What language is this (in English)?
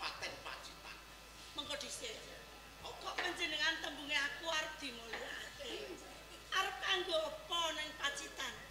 Javanese